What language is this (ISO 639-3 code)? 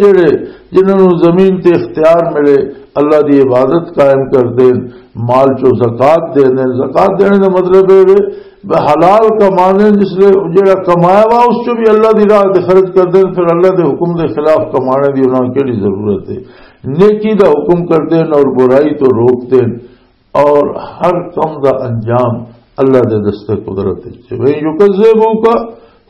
lah